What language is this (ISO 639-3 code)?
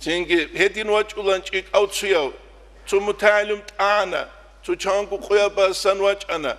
ava